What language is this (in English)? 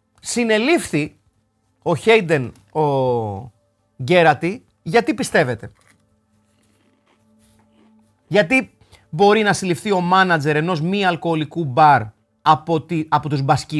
Greek